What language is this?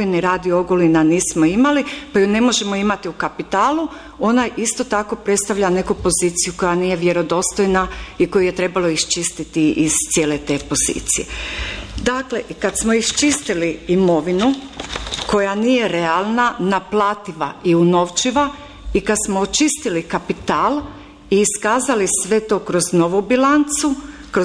Croatian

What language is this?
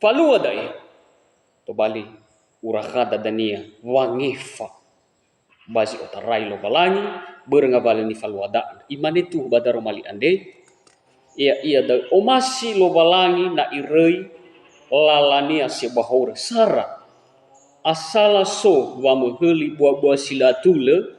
Nias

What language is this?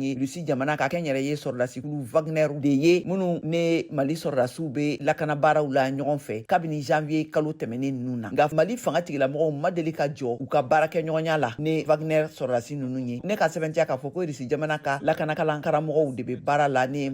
Bambara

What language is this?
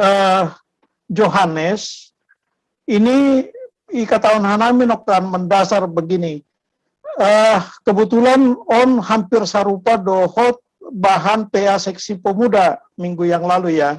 Batak Simalungun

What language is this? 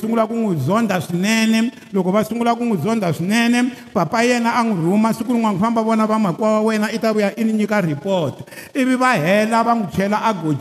Tsonga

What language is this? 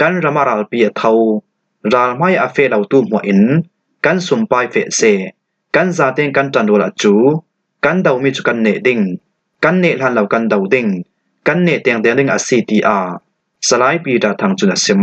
Falam Chin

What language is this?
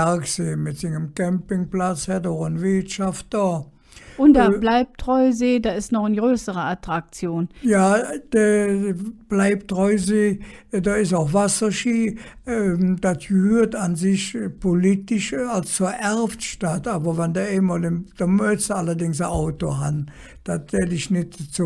Colognian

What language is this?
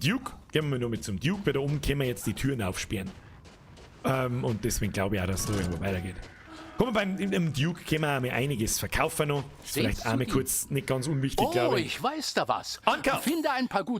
Bavarian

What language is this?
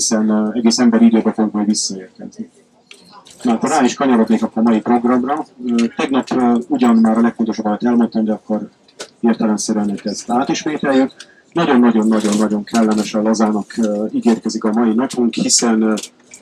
Hungarian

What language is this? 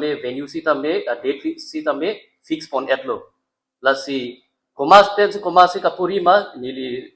Karbi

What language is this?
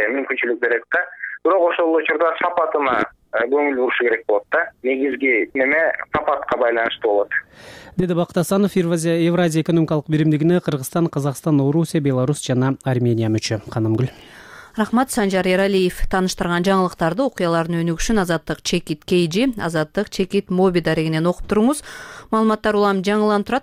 Kyrgyz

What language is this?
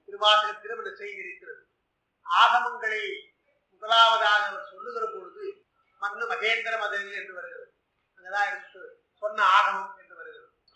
Tamil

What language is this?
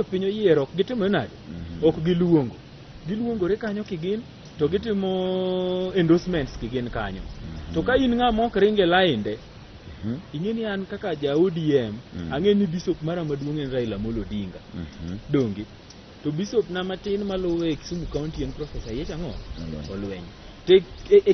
Luo (Kenya and Tanzania)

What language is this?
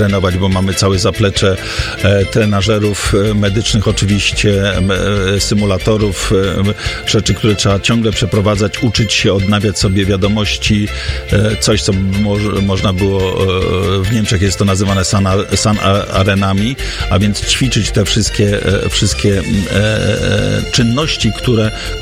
Polish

